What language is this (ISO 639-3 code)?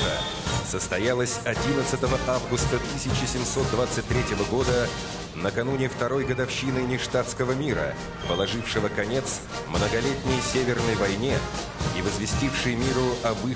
rus